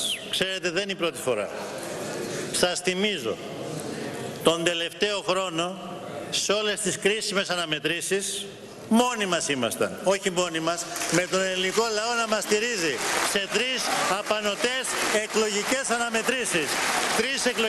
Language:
Greek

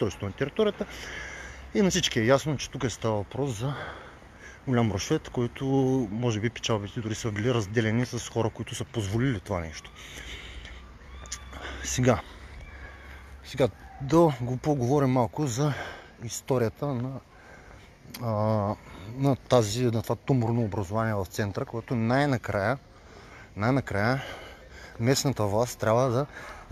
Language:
Bulgarian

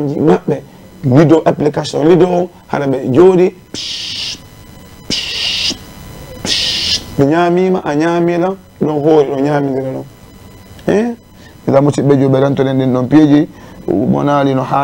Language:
Fula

